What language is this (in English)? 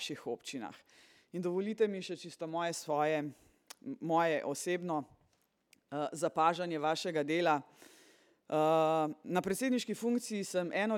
Slovenian